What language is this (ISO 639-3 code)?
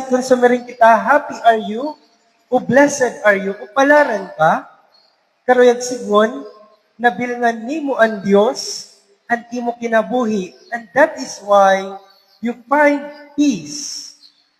war